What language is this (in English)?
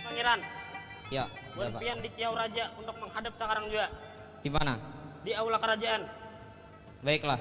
Banjar